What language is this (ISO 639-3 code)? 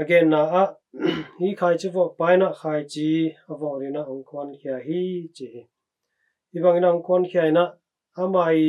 ctd